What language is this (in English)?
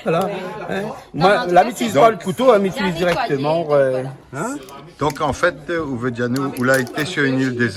Réunion Creole French